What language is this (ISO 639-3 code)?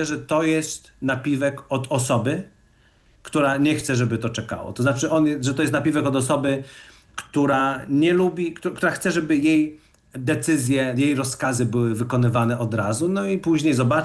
pol